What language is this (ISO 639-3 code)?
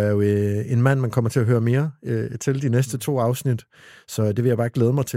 dan